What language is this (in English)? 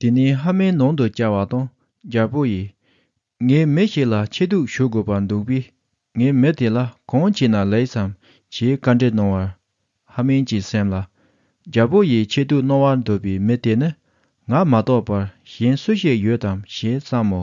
Tibetan